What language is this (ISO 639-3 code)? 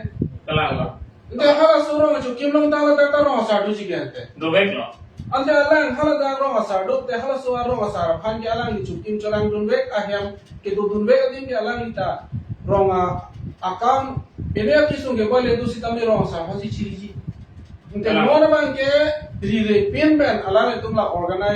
mjw